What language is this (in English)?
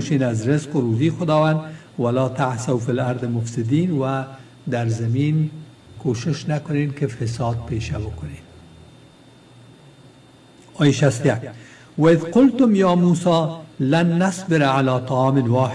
Persian